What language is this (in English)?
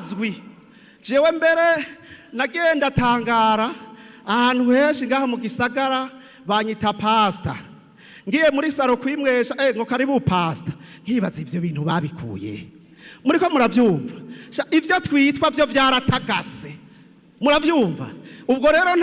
Rundi